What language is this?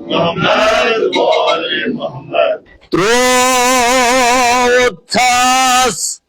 Kashmiri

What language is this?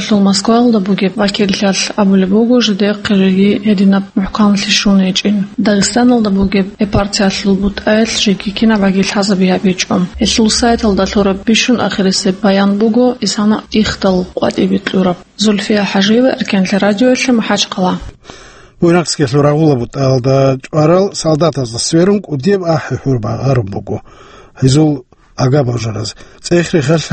Avaric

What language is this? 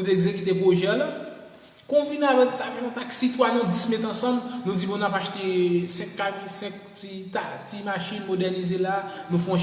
Haitian Creole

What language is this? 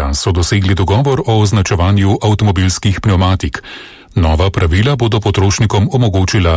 Slovenian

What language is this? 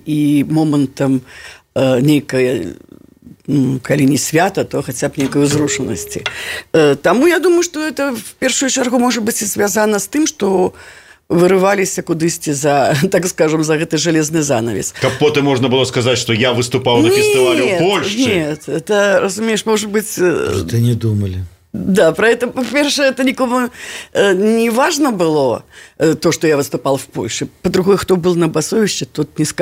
Belarusian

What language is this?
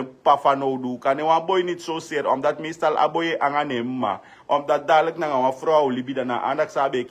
Sranan Tongo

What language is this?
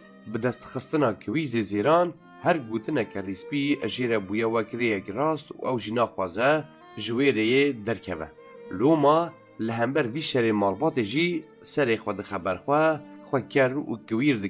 Kurdish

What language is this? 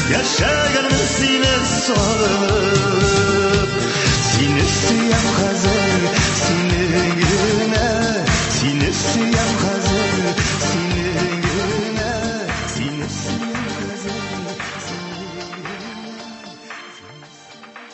Tatar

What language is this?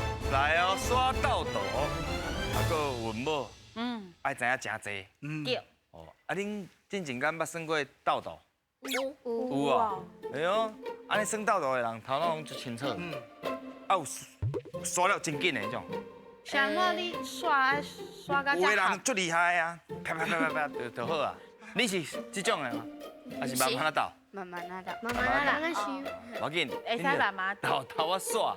Min Nan Chinese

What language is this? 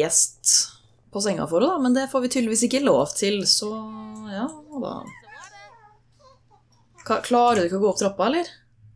Norwegian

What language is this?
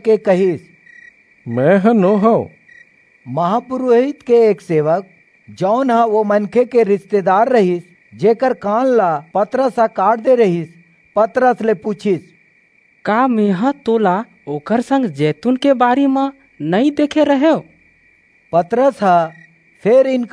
Chhattisgarhi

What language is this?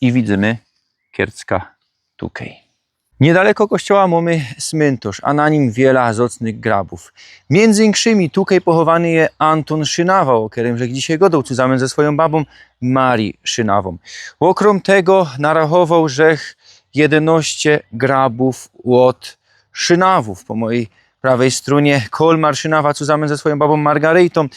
Silesian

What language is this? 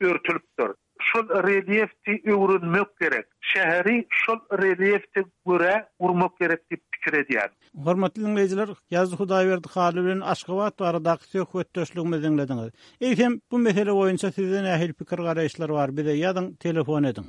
Turkmen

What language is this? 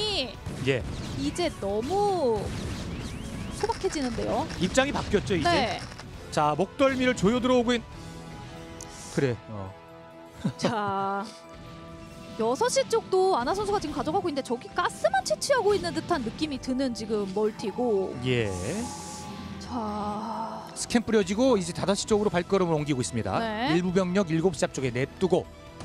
Korean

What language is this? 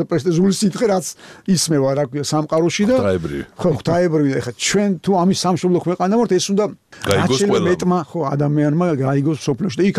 Georgian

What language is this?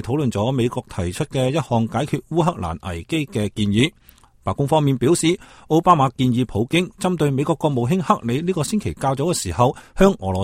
Cantonese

